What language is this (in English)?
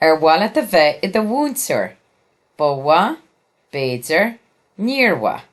Irish